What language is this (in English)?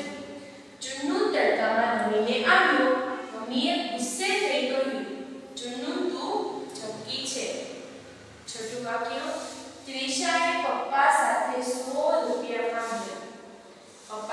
Gujarati